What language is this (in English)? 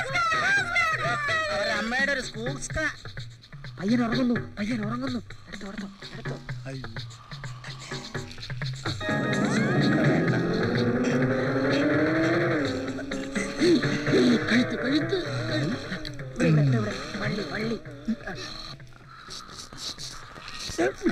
Malayalam